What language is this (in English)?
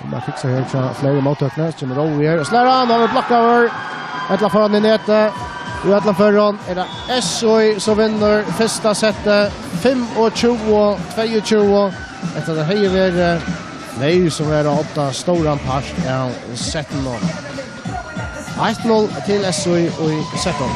Faroese